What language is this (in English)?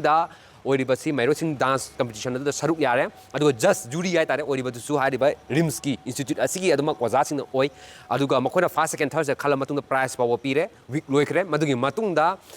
Manipuri